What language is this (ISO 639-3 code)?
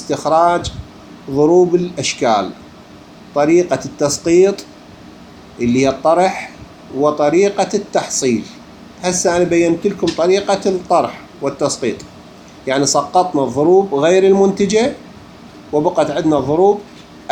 acm